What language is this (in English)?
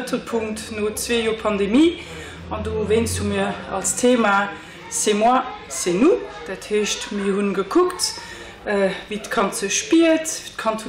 Luxembourgish